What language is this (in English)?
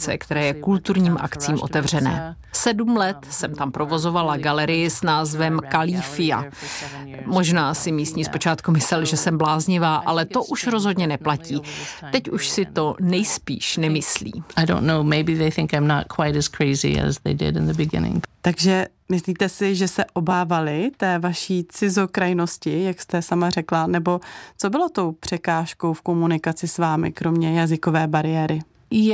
Czech